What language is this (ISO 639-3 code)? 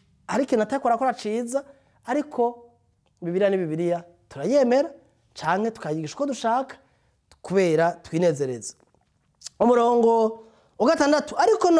run